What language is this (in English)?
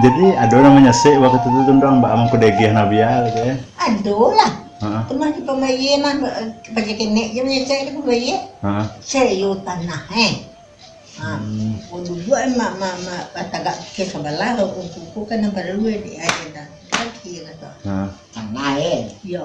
Minangkabau